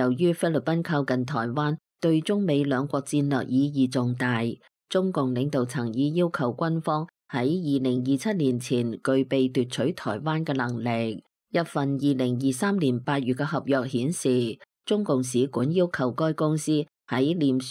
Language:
Cantonese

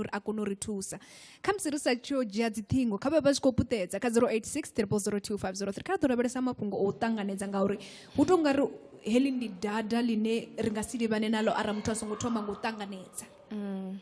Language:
Venda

